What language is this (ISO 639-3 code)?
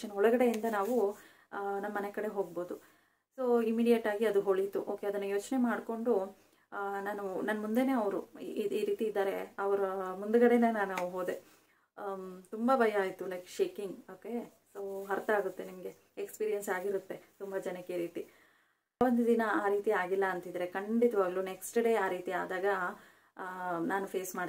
kan